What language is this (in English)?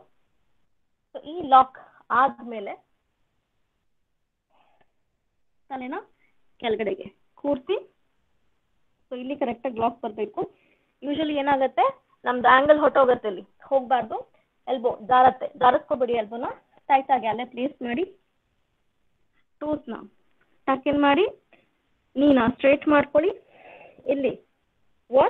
Kannada